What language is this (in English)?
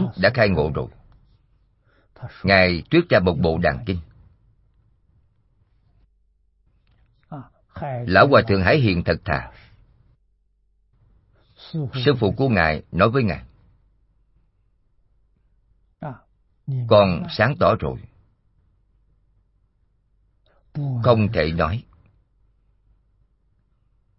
Vietnamese